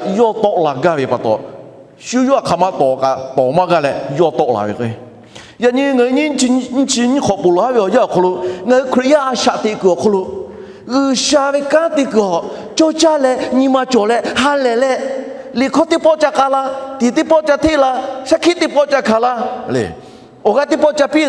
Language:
Lahu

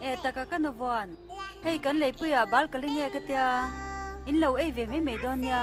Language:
Mizo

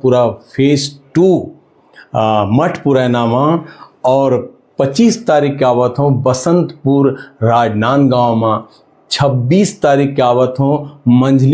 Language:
Chhattisgarhi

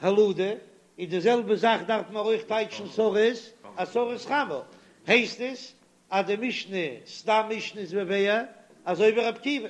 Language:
Yiddish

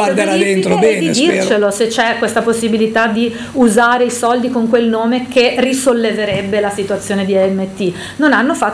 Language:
Italian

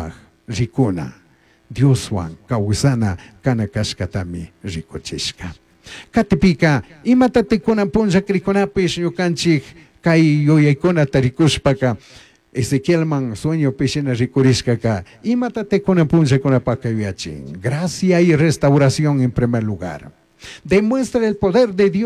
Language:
Chimborazo Highland Quichua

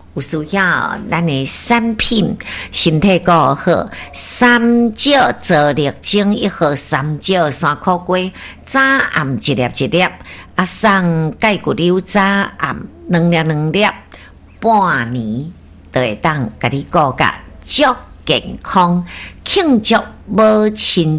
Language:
Min Nan Chinese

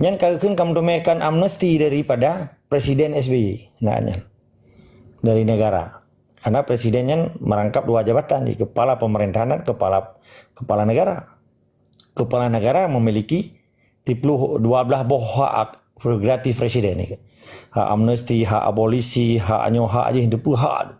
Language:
Achinese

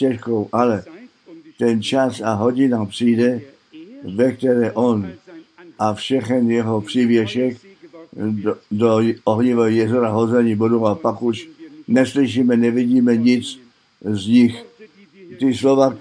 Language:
Czech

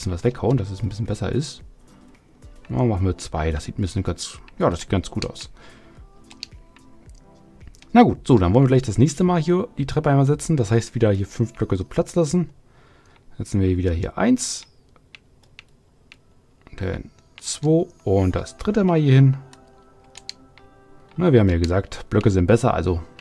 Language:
German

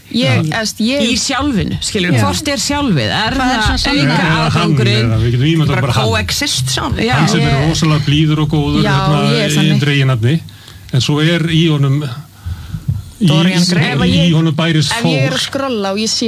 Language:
Icelandic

